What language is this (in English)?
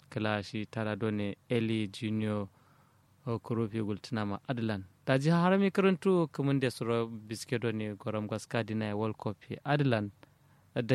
Kanuri